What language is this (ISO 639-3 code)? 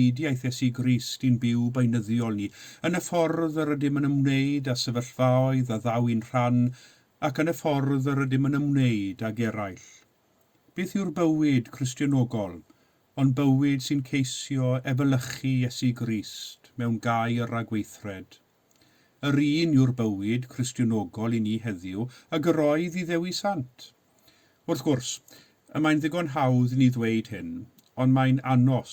cym